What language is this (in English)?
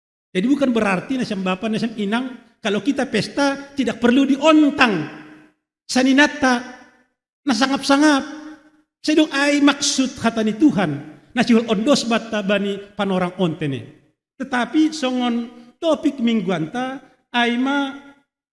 Batak Simalungun